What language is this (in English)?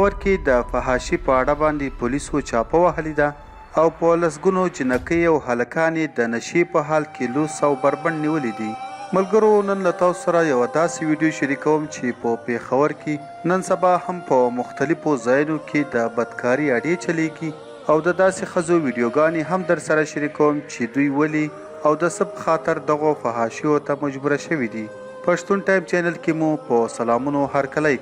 Pashto